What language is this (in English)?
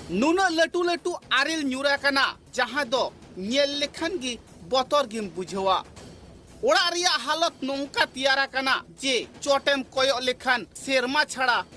Santali